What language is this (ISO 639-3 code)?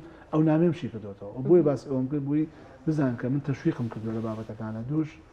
ckb